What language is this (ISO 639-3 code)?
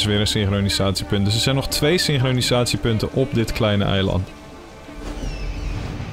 nld